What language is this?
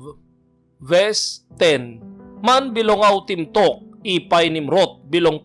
Tok Pisin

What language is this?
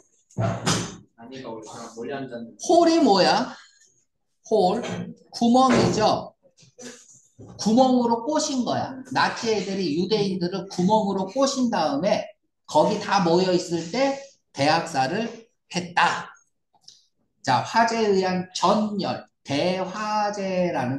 Korean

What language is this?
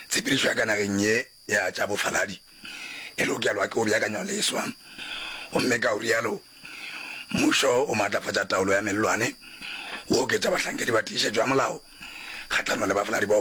Northern Sotho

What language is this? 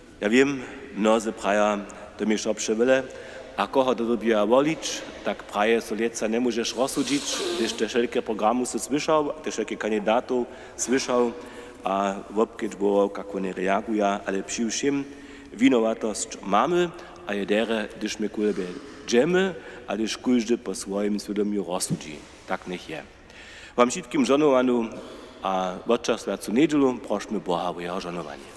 Upper Sorbian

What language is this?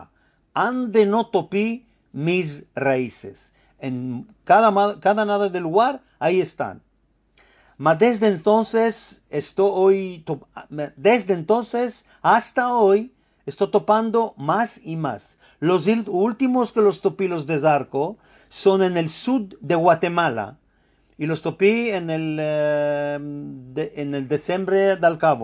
Ladino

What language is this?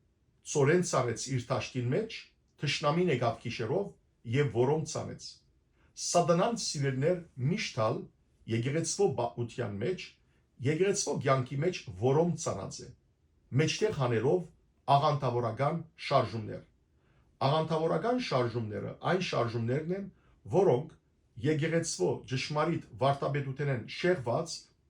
Western Armenian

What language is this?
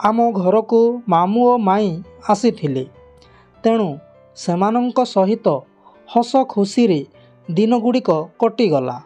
Odia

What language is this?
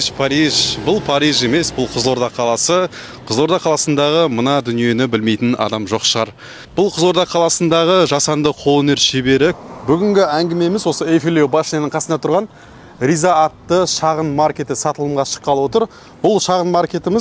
Kazakh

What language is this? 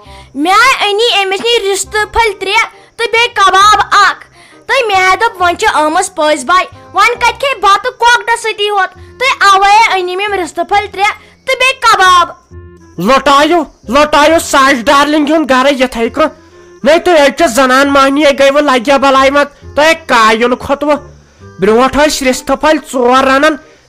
Kashmiri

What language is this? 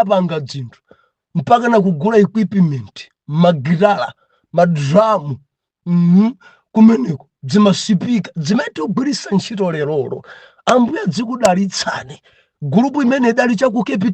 Nyanja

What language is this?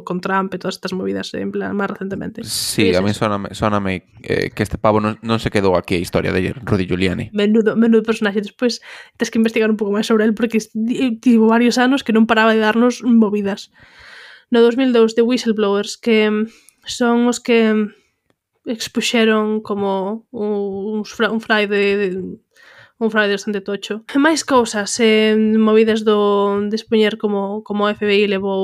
Galician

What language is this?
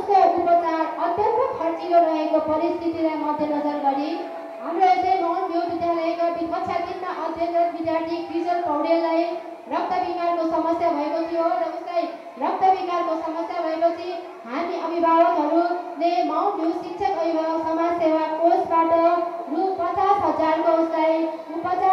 Nepali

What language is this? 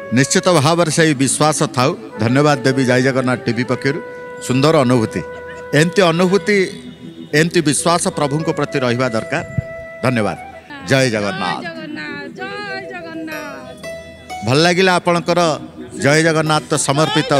Odia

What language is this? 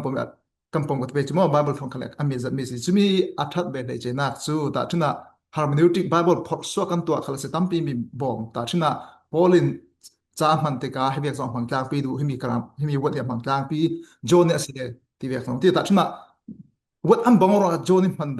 Falam Chin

